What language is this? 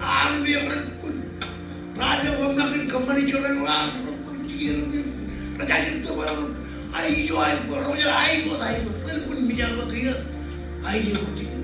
Marshallese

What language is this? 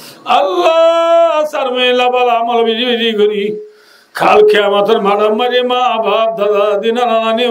Rohingya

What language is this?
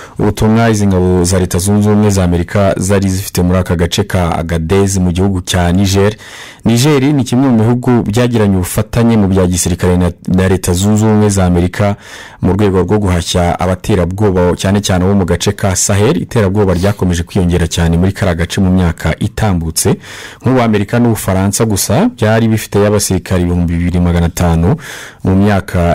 Kinyarwanda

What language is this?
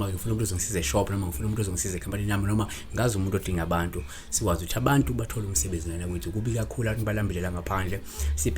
Zulu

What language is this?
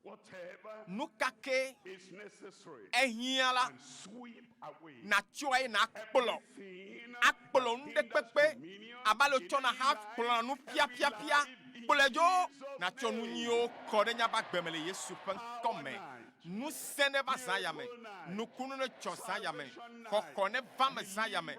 Ewe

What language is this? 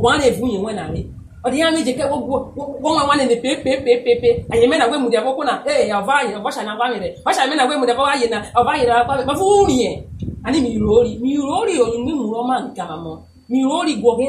Urhobo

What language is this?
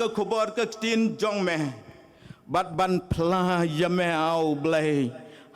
Khasi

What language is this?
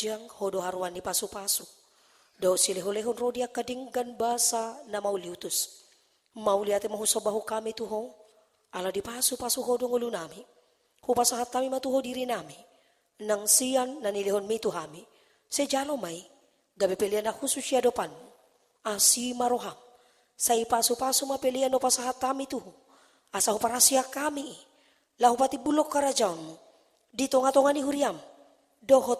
Batak Toba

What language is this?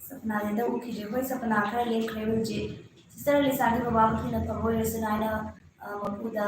Manipuri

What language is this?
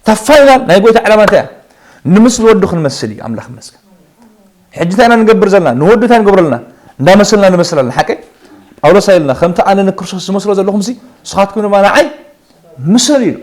Tigrinya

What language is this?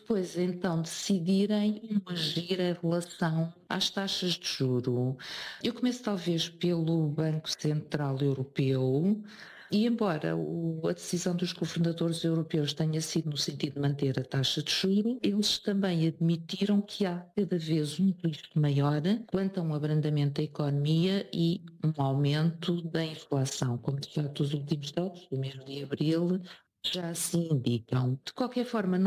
Portuguese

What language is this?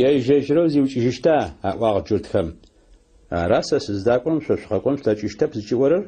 Adyghe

